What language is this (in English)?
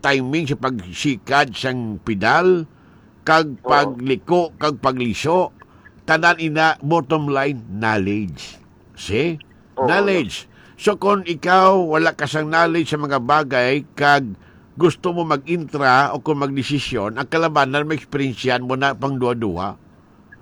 Hiligaynon